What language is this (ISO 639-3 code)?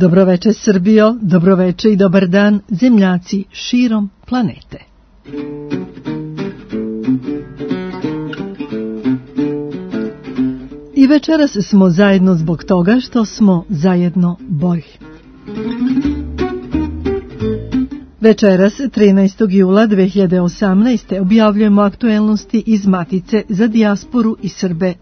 srp